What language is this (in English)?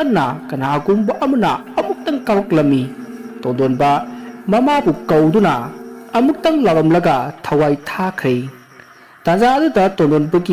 Manipuri